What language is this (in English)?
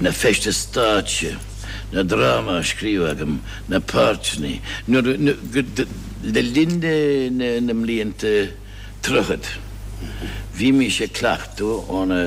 Irish